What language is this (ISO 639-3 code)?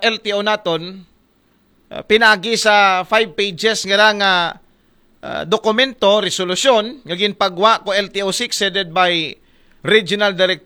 akl